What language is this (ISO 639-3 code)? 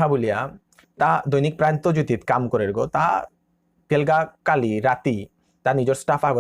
bpy